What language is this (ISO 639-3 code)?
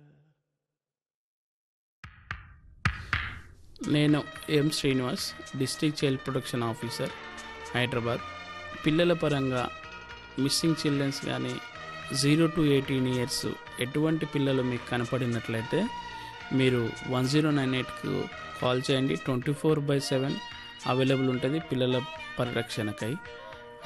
tel